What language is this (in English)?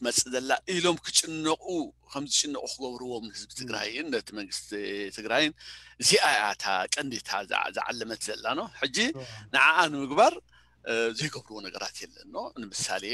Tigrinya